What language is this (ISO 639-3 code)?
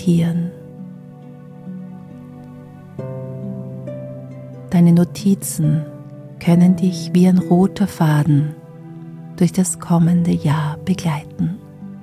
deu